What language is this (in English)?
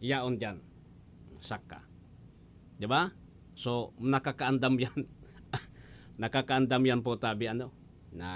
Bikol